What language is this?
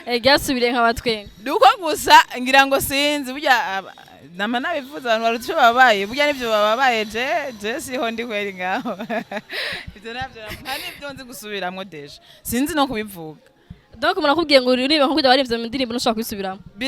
Rundi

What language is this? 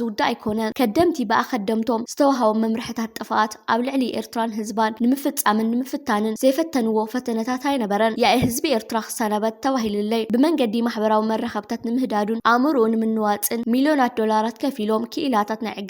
Tigrinya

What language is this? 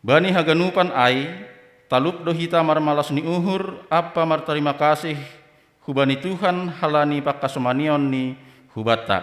Batak Simalungun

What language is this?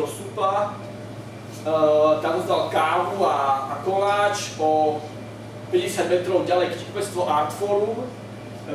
Slovak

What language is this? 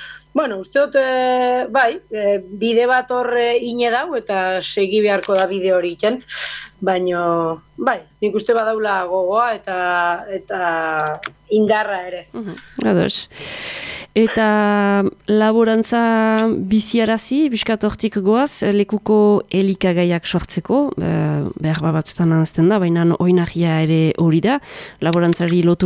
Basque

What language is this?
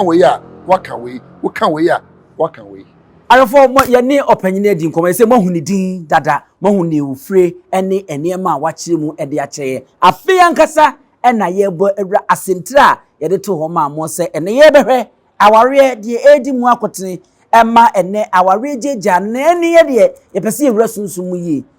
Akan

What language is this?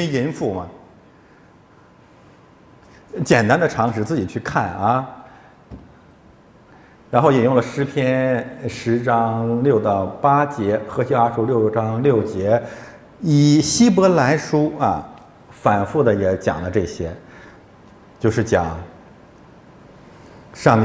Chinese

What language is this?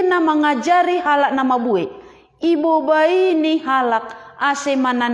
Batak Simalungun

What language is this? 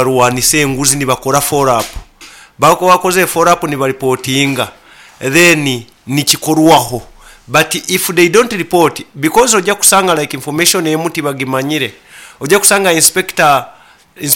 Nyoro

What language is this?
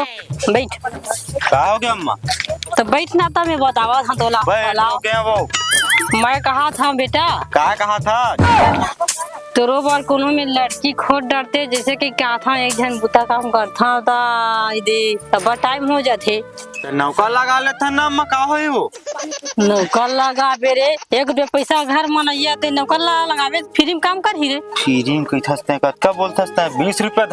Chhattisgarhi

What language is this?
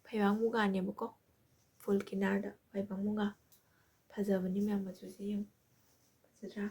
Manipuri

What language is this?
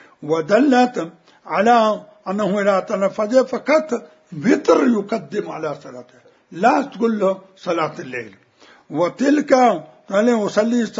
Mesopotamian Arabic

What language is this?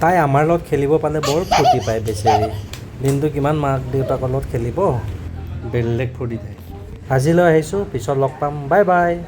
Assamese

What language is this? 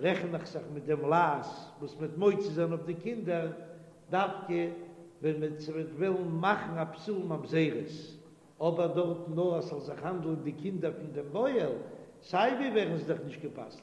Yiddish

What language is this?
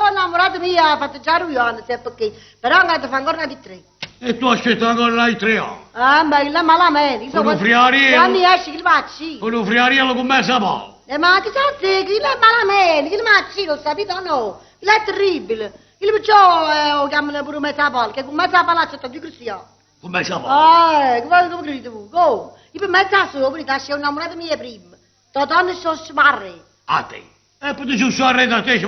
Neapolitan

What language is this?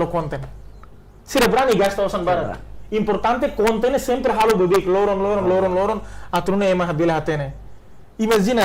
Tetum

